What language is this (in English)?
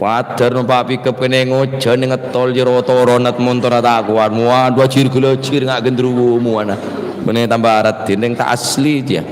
Madurese